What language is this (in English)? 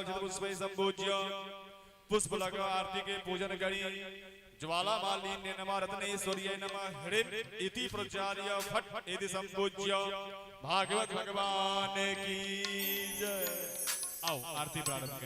Maithili